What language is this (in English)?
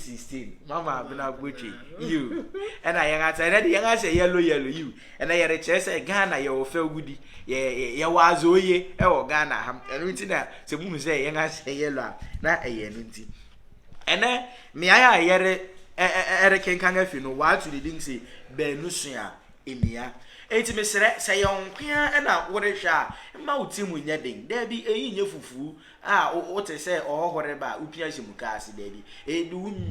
Akan